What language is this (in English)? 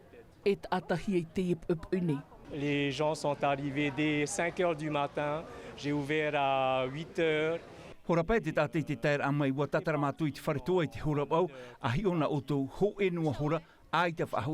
Tahitian